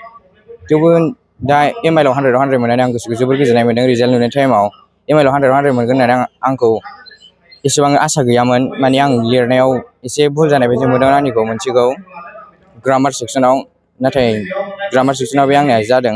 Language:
Bodo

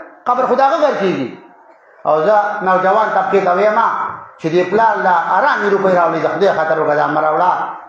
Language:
Pashto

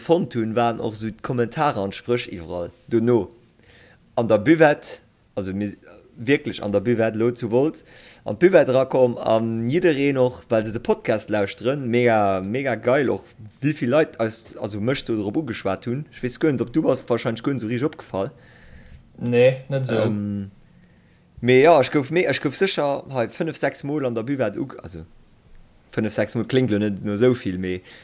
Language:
Luxembourgish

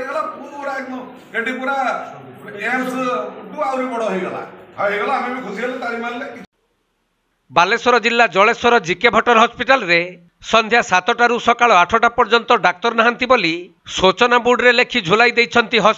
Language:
Odia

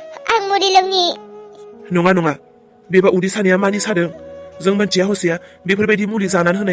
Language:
Bodo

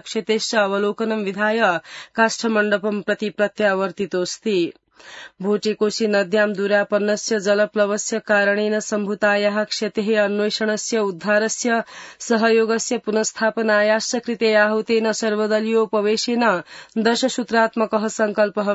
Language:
Sanskrit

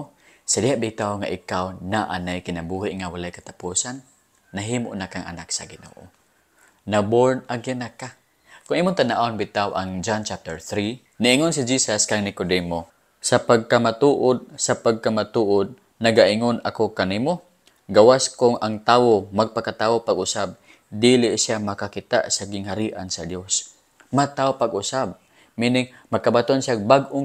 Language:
Cebuano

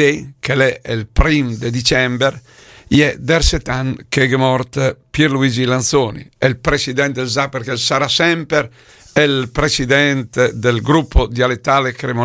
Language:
Lombard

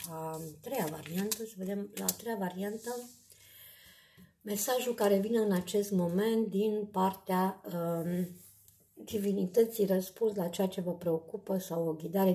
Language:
Romanian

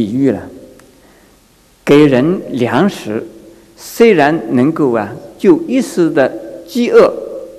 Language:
Chinese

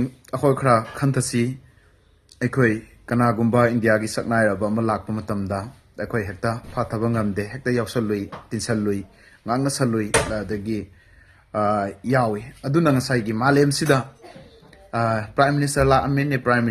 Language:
Manipuri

